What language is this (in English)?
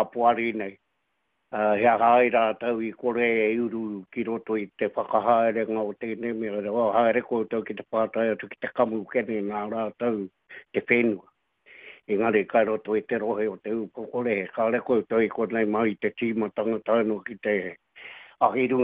Māori